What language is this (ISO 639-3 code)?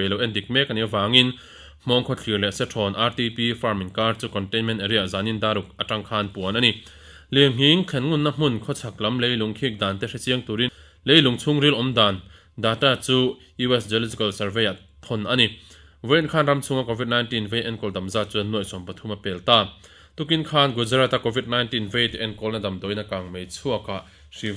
lus